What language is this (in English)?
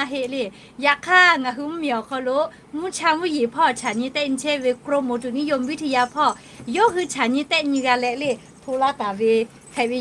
Lahu